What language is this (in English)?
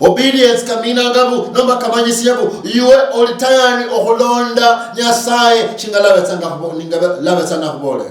Luyia